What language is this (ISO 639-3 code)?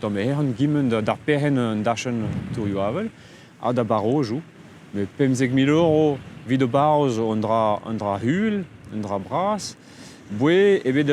bre